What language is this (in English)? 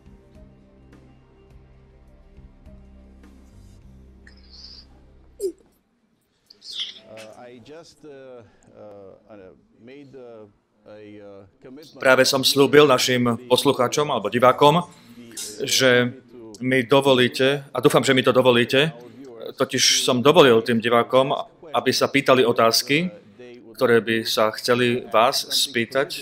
Slovak